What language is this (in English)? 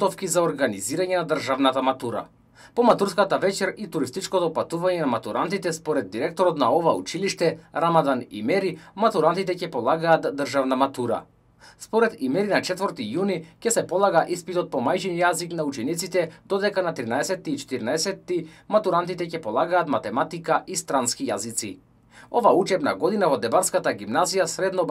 Macedonian